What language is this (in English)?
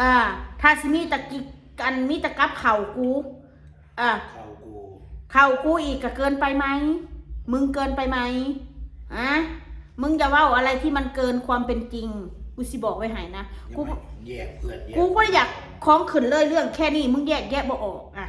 Northeastern Thai